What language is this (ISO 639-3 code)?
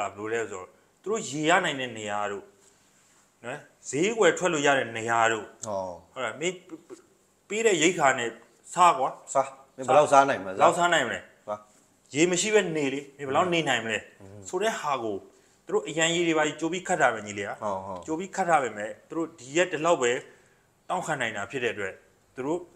mya